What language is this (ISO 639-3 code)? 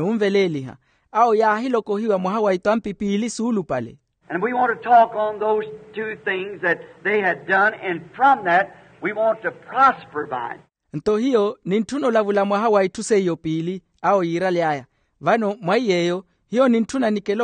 vmw